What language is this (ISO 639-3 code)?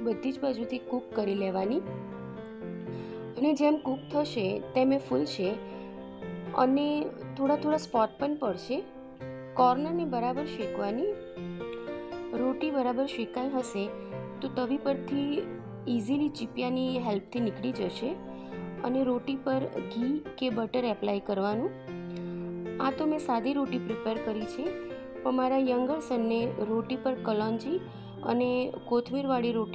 guj